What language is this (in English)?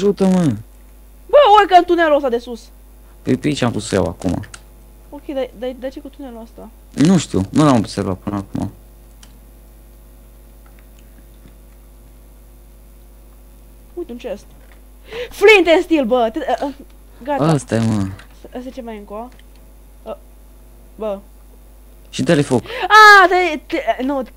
Romanian